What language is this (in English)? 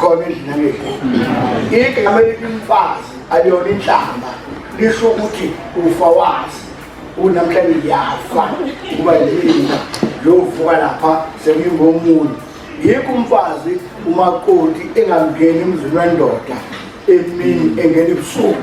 Zulu